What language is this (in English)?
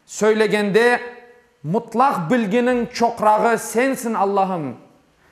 Crimean Tatar